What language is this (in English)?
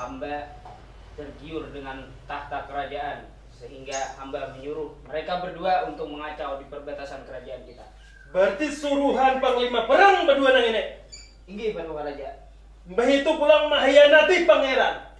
Banjar